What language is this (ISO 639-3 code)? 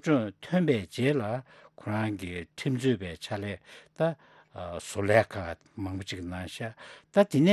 bod